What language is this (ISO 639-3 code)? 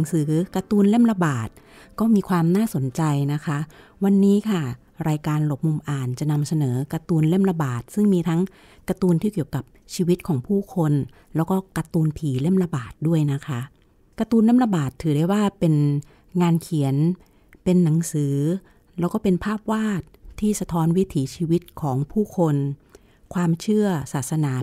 tha